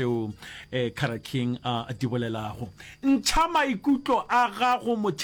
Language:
Northern Sotho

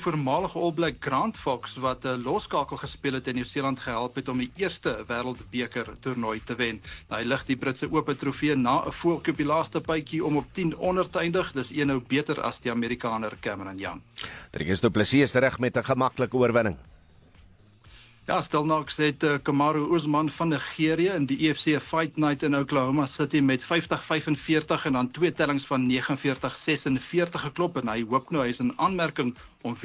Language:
Afrikaans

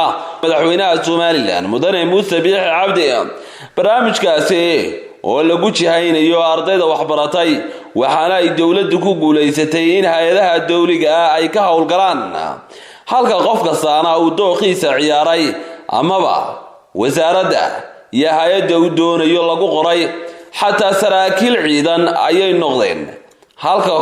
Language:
Somali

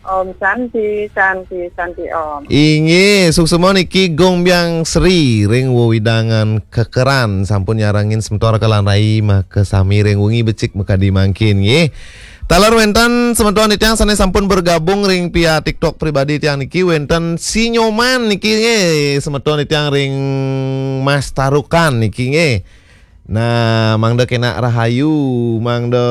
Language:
Balinese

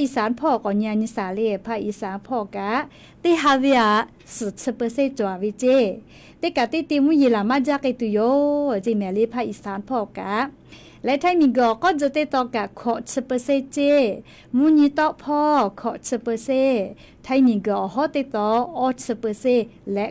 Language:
Lahu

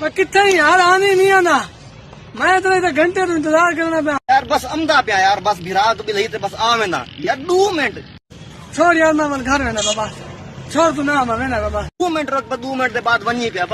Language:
Saraiki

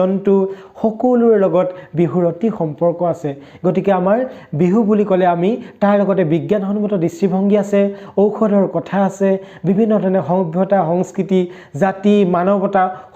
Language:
Assamese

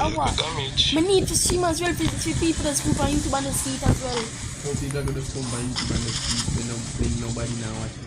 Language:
Jamaican Creole English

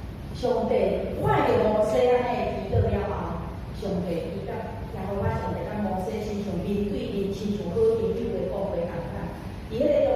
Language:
Min Nan Chinese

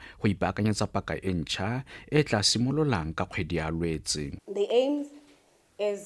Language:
Tswana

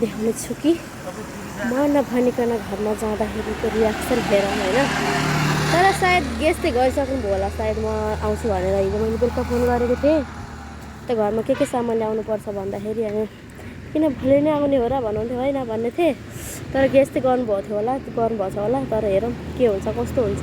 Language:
Nepali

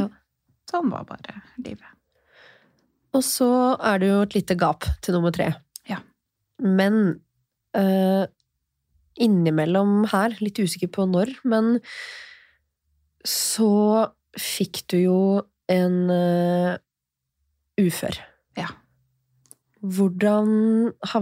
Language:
Norwegian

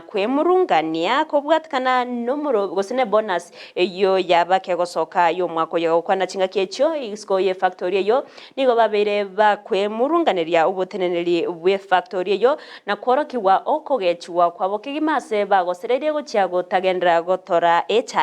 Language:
Gusii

